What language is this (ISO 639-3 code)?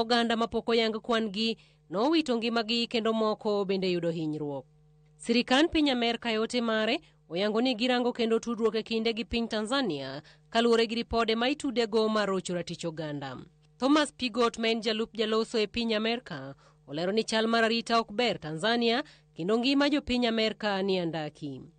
luo